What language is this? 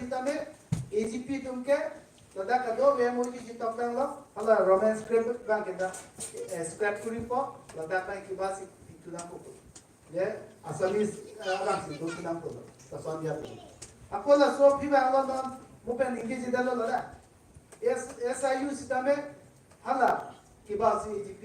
Karbi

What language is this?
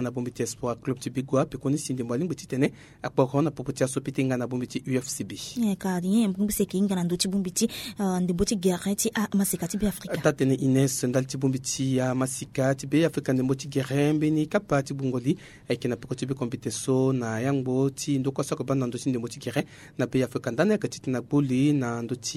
Sango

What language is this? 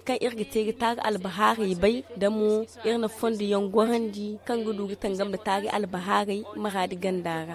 Zarma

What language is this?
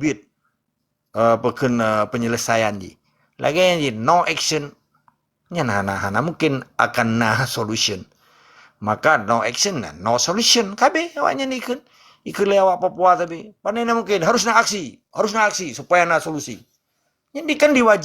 Achinese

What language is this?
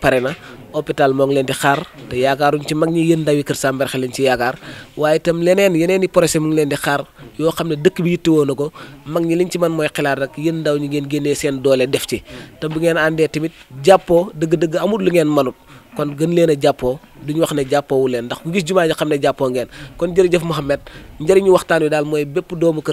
Wolof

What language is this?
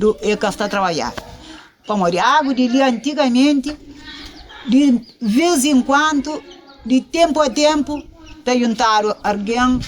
Kabuverdianu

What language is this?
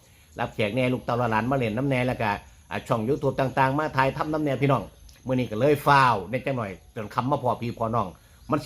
Northeastern Thai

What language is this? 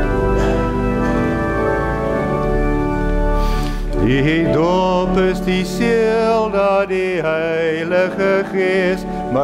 Afrikaans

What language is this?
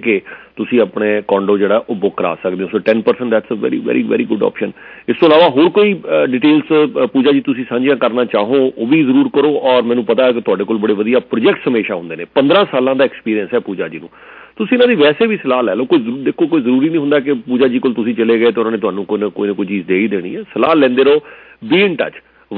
Punjabi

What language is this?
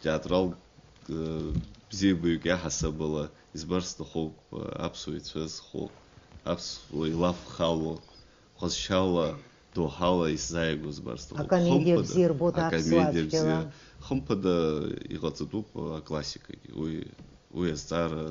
Abkhazian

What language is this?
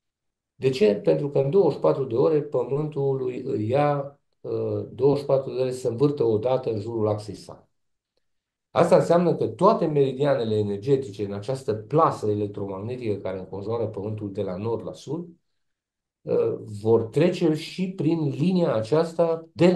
Romanian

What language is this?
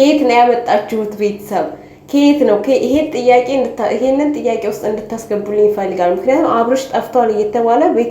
Amharic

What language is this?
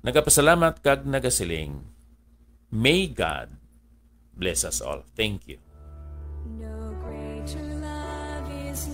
Hiligaynon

